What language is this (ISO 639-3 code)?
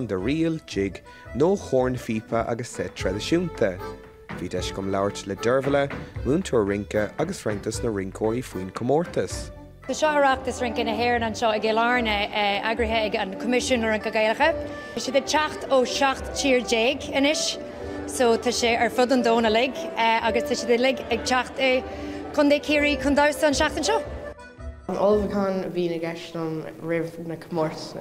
gle